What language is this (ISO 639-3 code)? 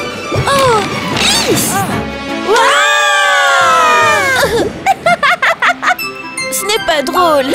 fra